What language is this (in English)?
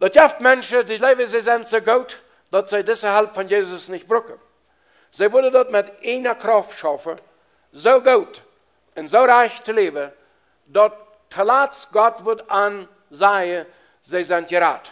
Plautdietsch